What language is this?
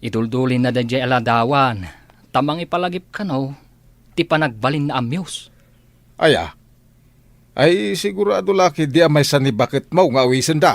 Iloko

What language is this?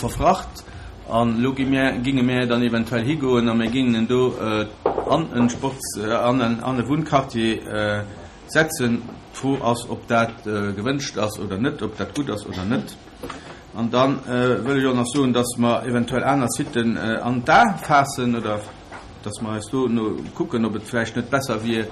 Luxembourgish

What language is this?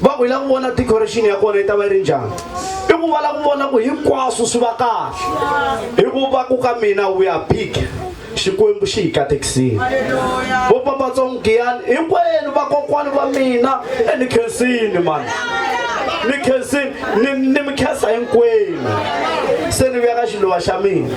Tsonga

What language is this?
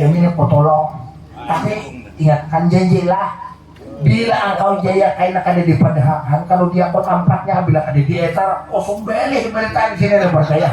Banjar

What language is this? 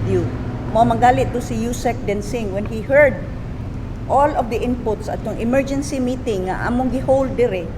Cebuano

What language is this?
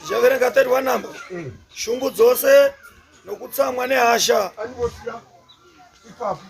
Shona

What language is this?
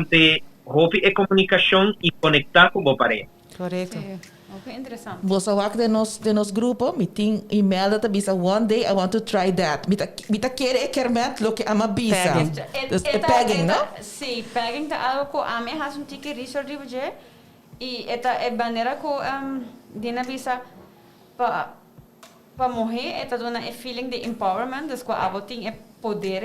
Papiamento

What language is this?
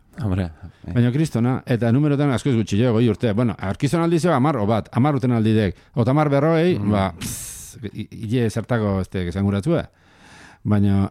Basque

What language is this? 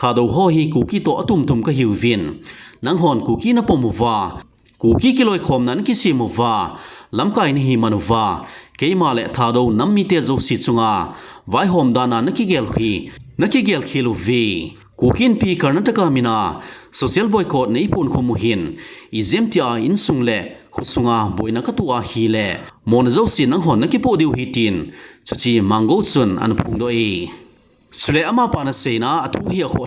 Thado Chin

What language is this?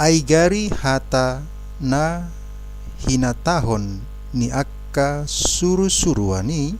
Batak Toba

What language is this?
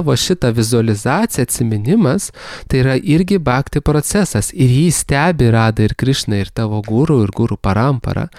Lithuanian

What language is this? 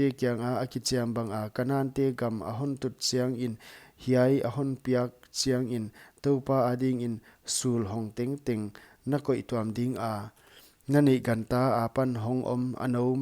Paite Chin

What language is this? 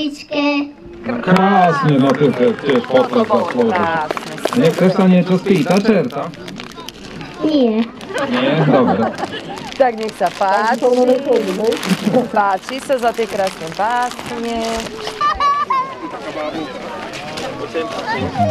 Slovak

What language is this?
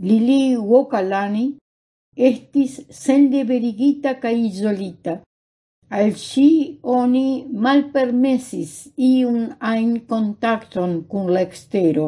Esperanto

